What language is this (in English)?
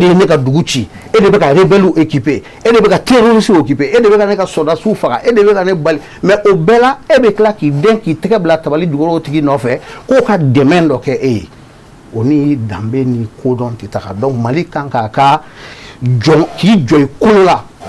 Bambara